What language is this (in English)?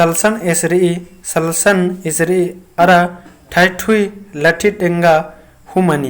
Kurukh